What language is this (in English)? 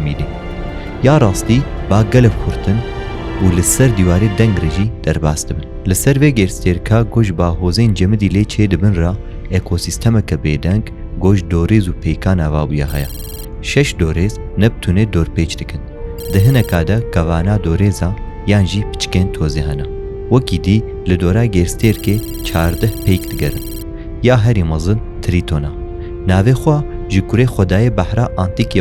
Kurdish